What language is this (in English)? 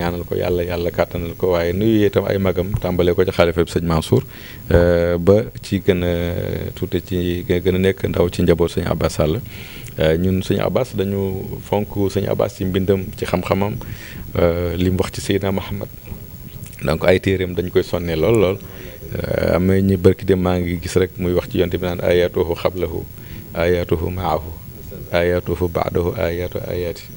Wolof